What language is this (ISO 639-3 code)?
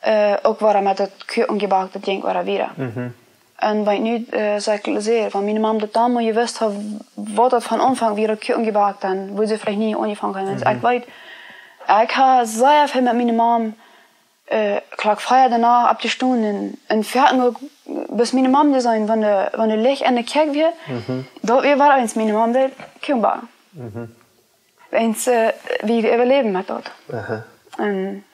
pdt